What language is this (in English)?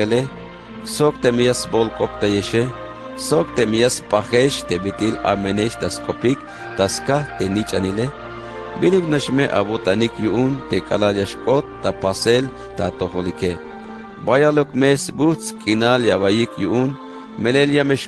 Tzeltal